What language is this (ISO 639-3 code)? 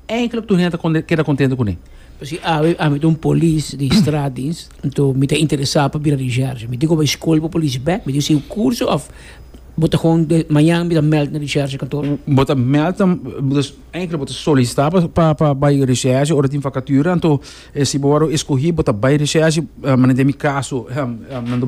pap